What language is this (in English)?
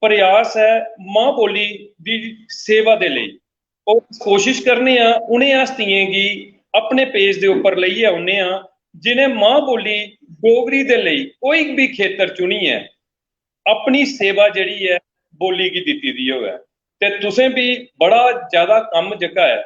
Dogri